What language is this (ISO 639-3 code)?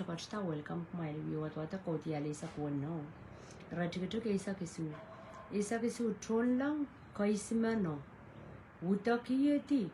pon